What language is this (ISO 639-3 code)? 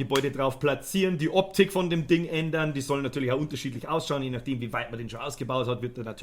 bar